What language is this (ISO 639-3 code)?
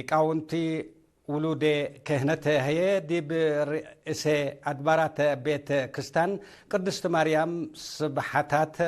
tig